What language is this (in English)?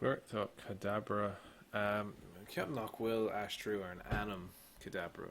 Irish